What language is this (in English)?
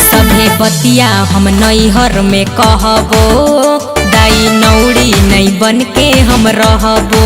Magahi